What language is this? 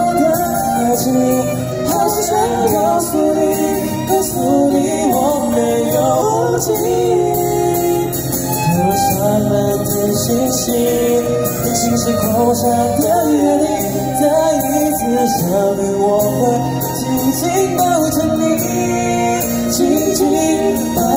Chinese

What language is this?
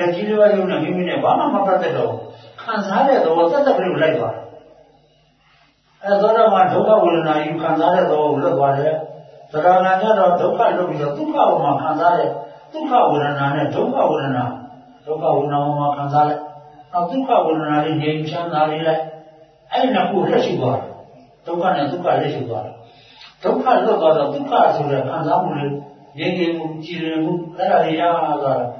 Burmese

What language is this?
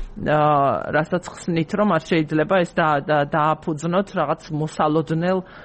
Georgian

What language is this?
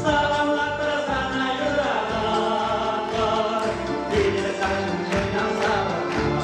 Chuvash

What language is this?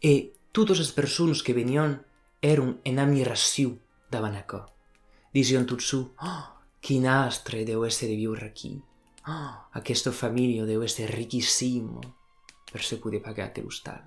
Occitan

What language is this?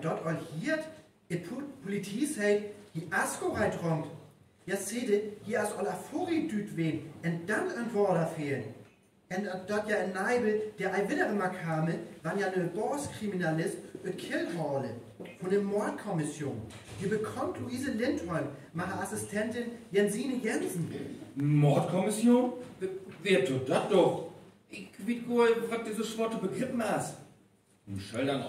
Northern Frisian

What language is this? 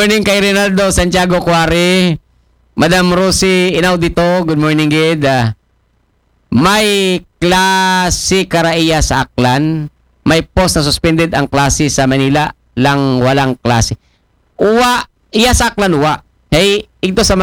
Aklanon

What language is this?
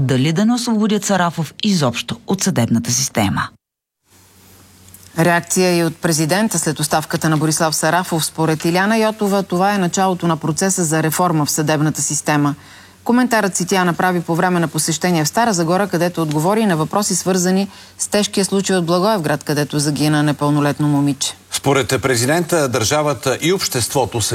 Bulgarian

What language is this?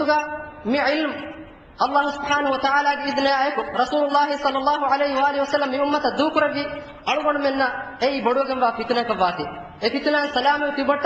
Divehi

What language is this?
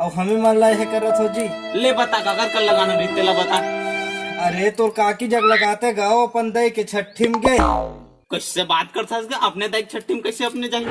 Chhattisgarhi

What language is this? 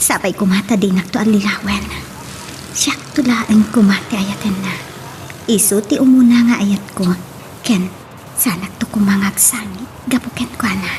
Iloko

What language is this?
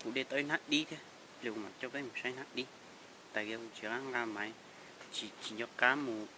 Hmong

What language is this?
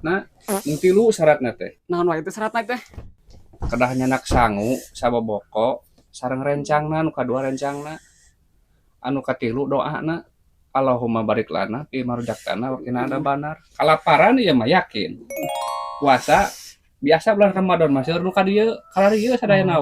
Sundanese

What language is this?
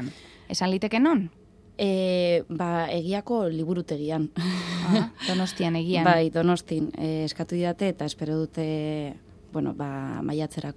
Basque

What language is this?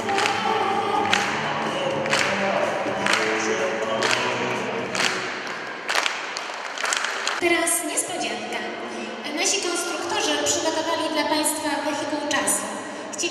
Polish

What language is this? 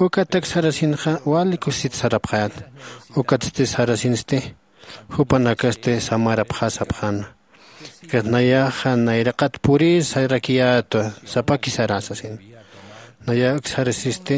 Aymara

